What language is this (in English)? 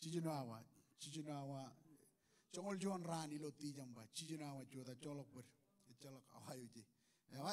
Marshallese